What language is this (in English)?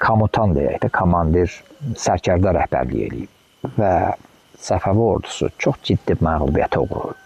Azerbaijani